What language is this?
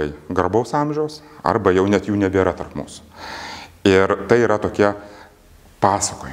Lithuanian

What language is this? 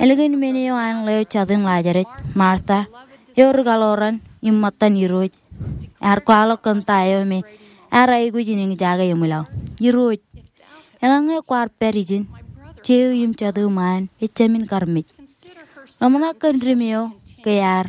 Marshallese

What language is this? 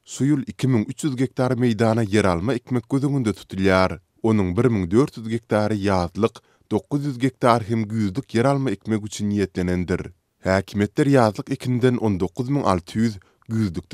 Turkmen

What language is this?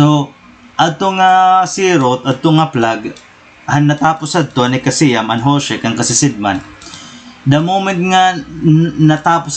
Waray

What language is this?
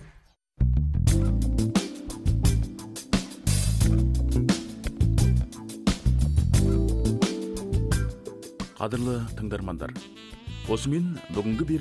Kazakh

